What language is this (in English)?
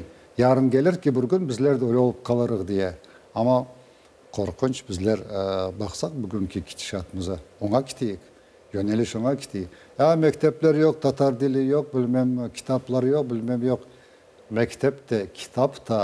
Crimean Tatar